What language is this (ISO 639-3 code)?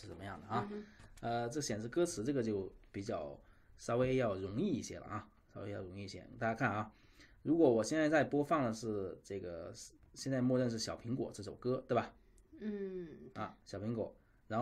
zho